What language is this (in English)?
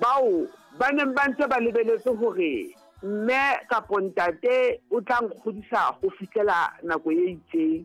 Southern Sotho